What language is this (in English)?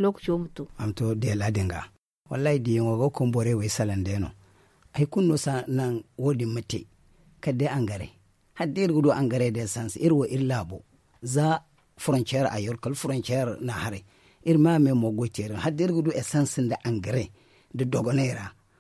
Zarma